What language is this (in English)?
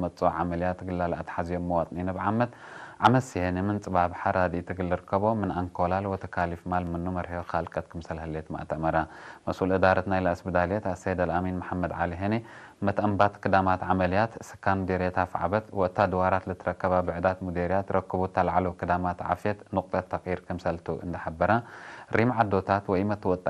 Tigre